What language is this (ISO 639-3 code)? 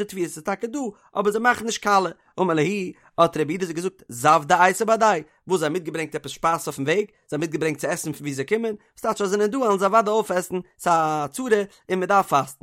yid